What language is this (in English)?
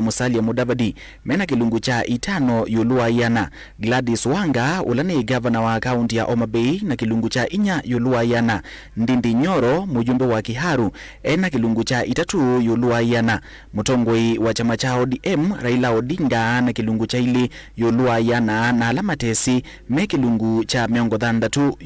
Kamba